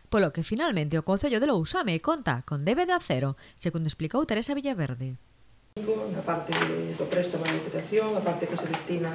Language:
Galician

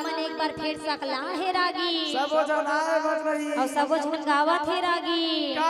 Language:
Chhattisgarhi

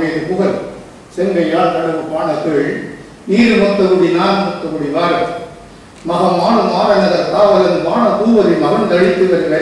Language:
Tamil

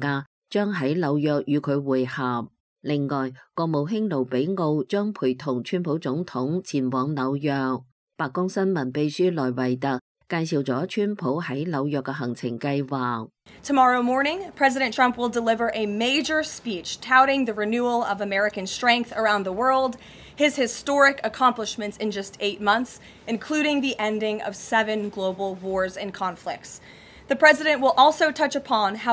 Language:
Cantonese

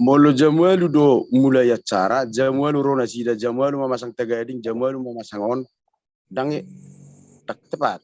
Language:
Batak Toba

